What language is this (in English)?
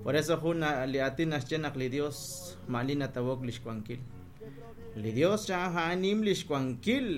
Kekchí